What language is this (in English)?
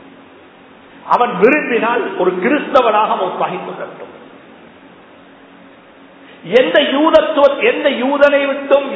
Tamil